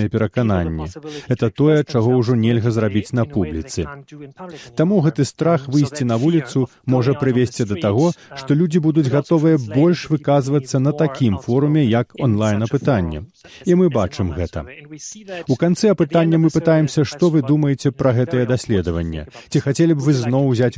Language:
Belarusian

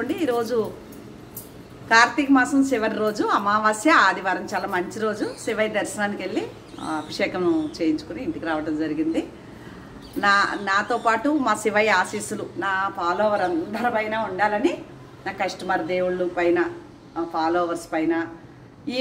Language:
Telugu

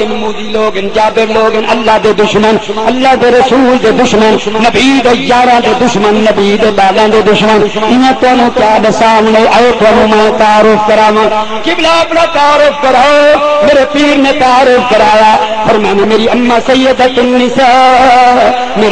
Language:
Saraiki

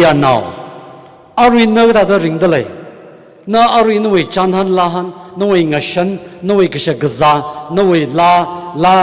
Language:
Tangkhul Naga (India)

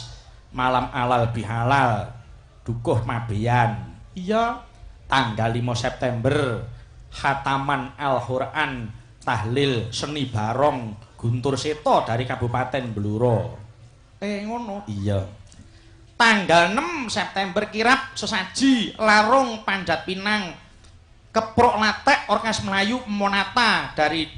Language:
Javanese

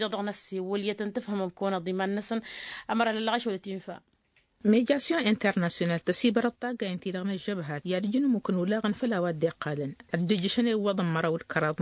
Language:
Tamasheq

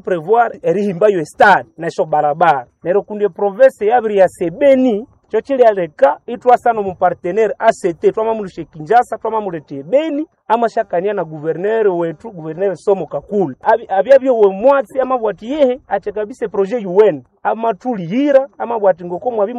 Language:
Nande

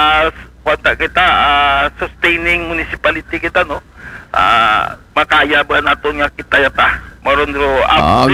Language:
Aklanon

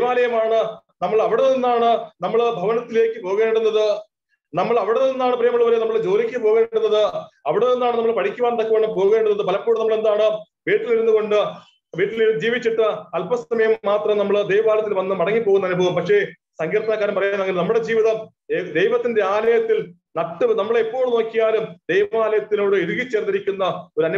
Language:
Malayalam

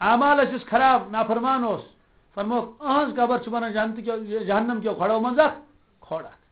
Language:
Kashmiri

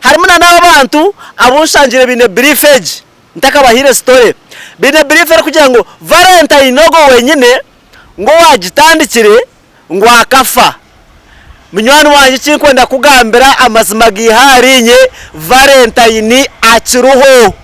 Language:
Nyankole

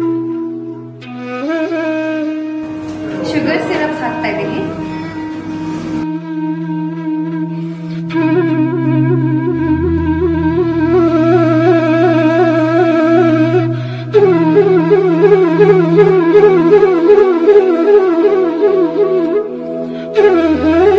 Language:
Kannada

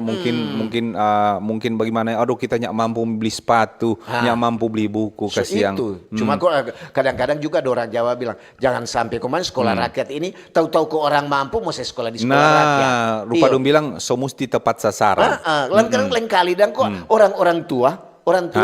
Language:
Manado Malay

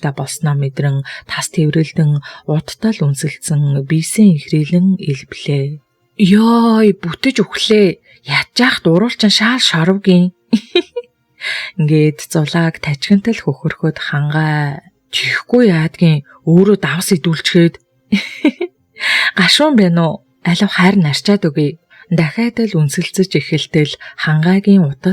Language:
Mongolian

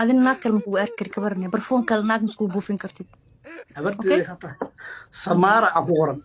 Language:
Somali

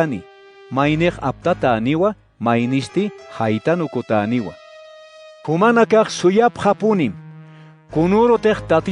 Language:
Aymara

